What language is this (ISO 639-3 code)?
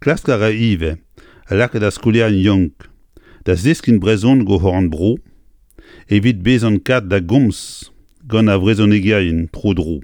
bre